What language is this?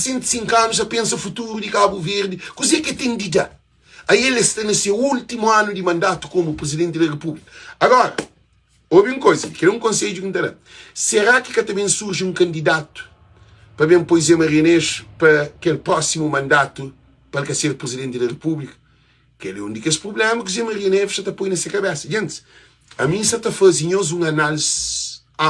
Kabuverdianu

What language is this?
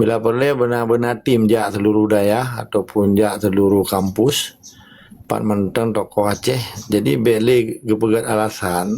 Achinese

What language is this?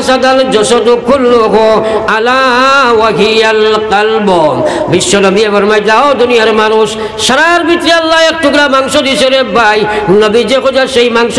Sylheti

